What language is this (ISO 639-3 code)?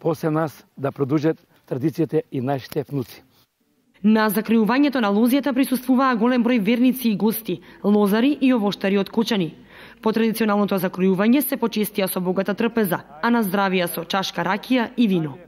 mkd